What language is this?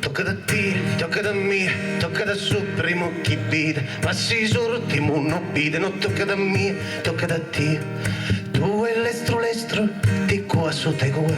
Sardinian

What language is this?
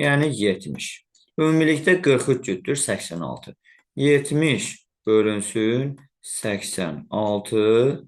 Azerbaijani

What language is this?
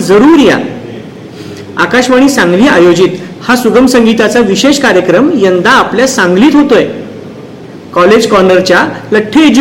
Marathi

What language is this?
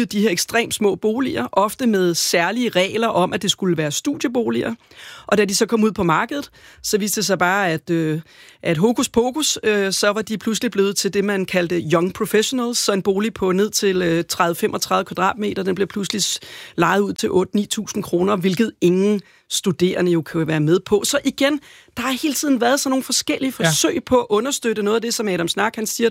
Danish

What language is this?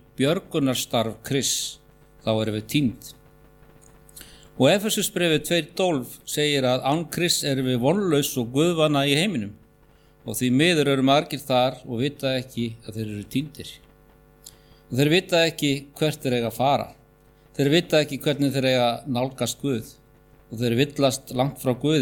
Icelandic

